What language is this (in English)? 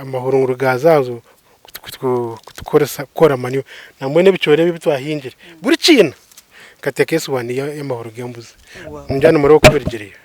Nyankole